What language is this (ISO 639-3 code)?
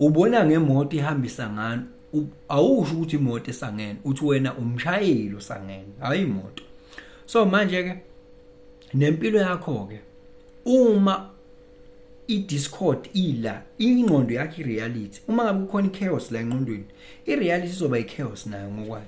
zul